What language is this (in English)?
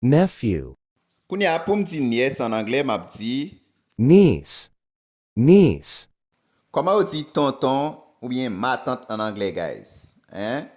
Haitian Creole